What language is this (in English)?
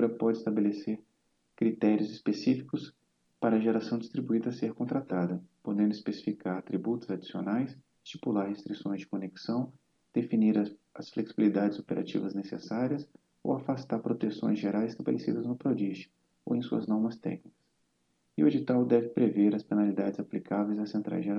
Portuguese